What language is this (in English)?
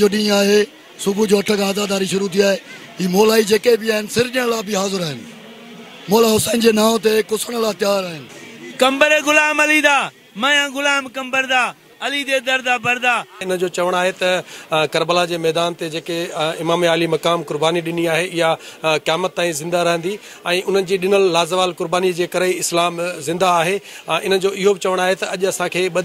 Sindhi